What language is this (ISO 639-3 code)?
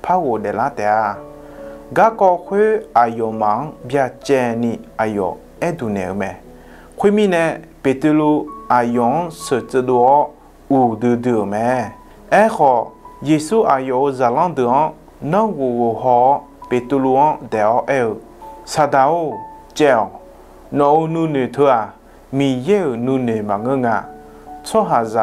ahk